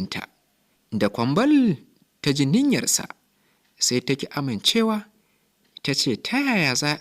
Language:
Hausa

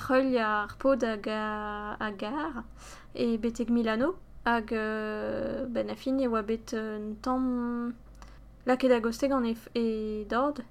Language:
Breton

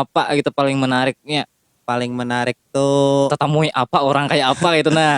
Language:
Banjar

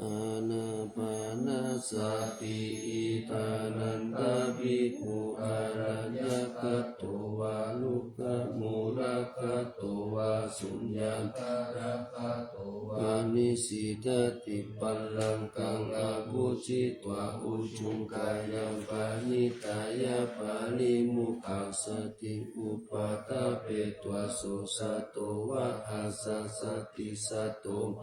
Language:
Pali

